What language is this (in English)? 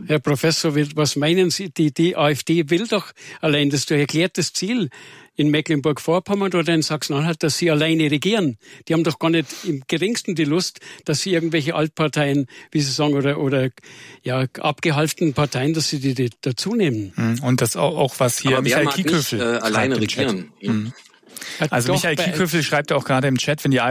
German